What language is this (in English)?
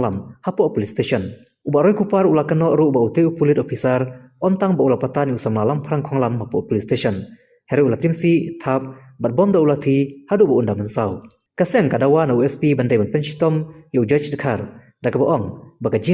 Khasi